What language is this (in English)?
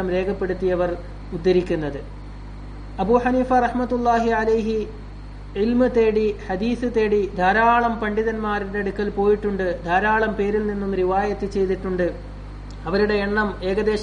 Malayalam